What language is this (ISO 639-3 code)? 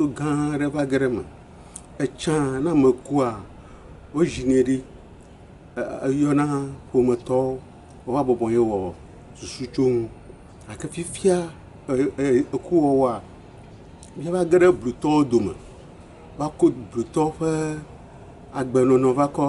ewe